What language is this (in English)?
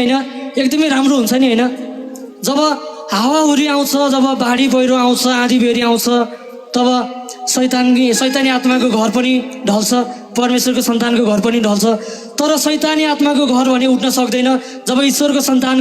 Nepali